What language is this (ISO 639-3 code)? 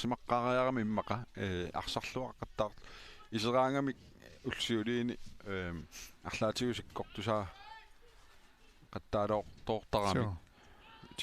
kal